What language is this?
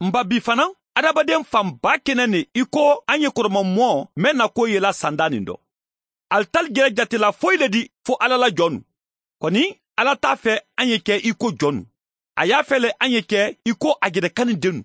Mandingo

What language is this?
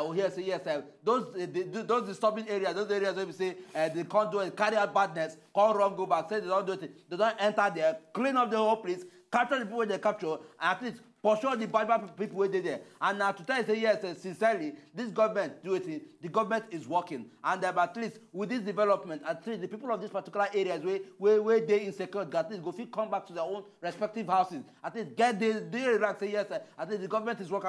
Nigerian Pidgin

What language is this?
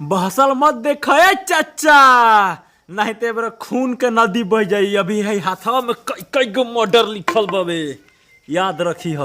Bhojpuri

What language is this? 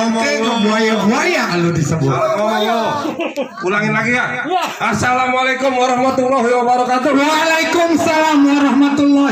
Betawi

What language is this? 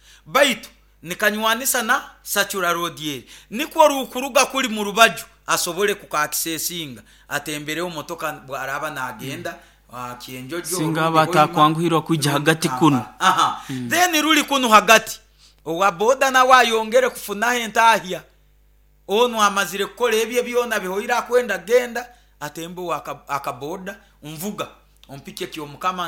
Nyoro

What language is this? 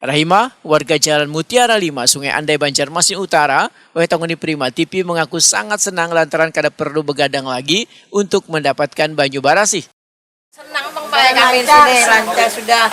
Banjar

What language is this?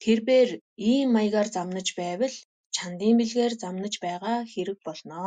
Mongolian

